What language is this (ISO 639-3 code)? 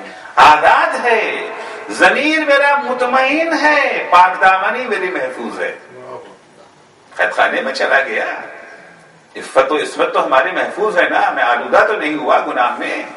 urd